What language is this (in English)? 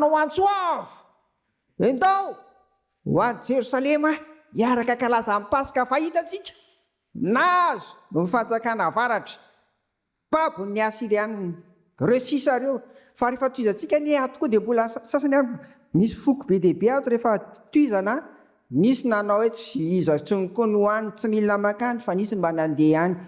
Malagasy